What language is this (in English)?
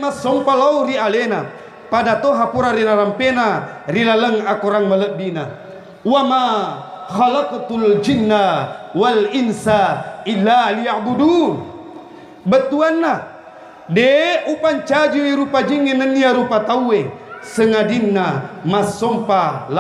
Buginese